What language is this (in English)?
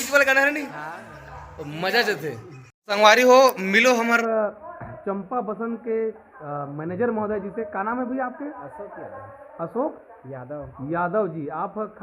Chhattisgarhi